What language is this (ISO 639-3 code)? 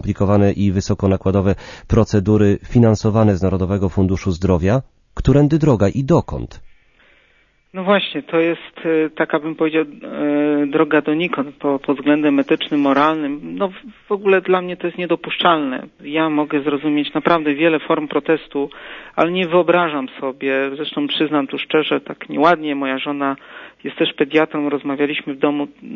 pol